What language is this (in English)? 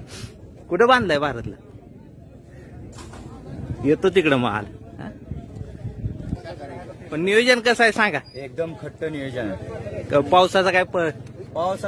Marathi